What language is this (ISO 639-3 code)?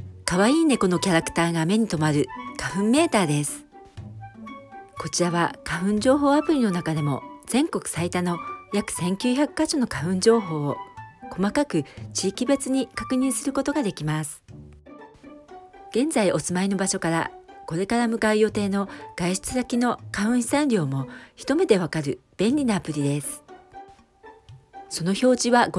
jpn